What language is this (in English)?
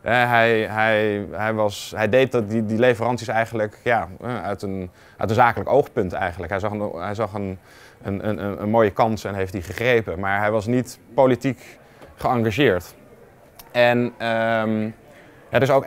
Dutch